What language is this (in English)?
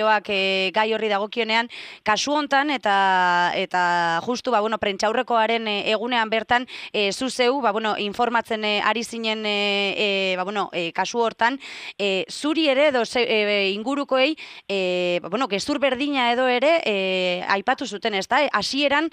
Basque